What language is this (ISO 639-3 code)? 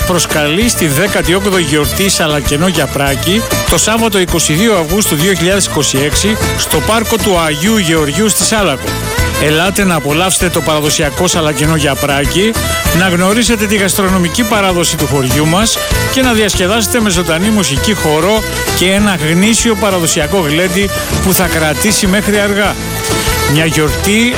ell